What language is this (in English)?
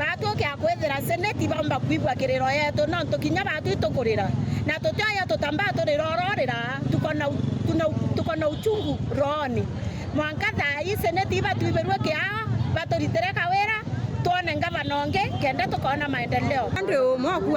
Meru